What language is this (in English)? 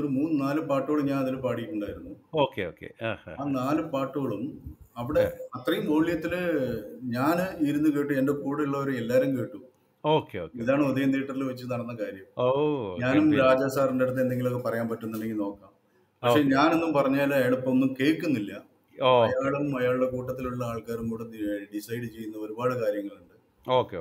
Malayalam